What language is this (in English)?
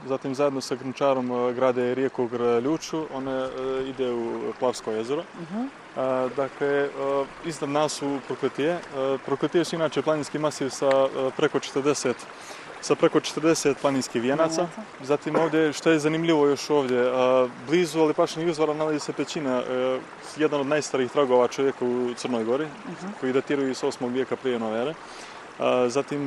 Bosnian